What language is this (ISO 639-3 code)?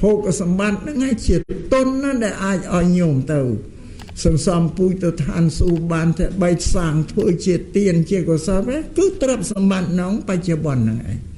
khm